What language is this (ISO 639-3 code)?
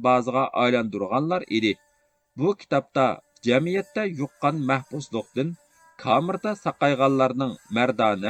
uig